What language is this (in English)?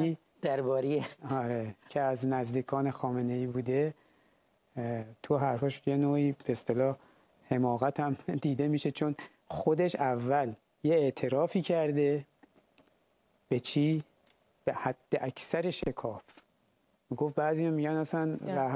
Persian